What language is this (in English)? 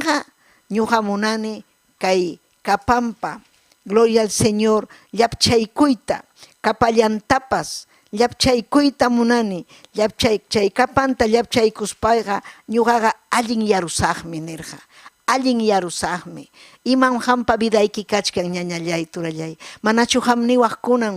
Ayacucho Quechua